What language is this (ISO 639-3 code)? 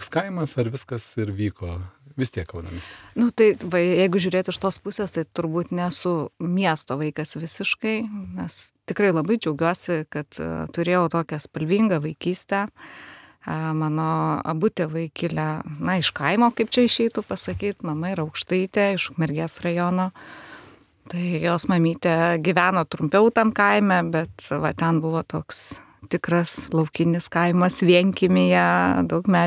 lit